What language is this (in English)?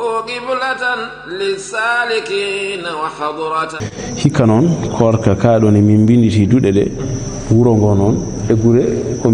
Fula